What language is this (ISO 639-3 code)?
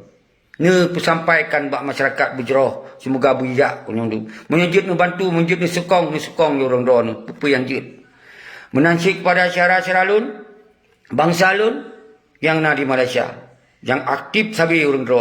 ace